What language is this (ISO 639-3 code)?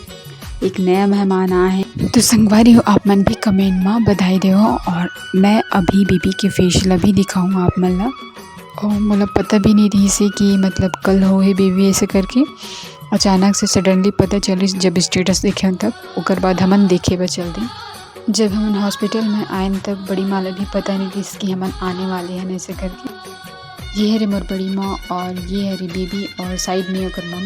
hne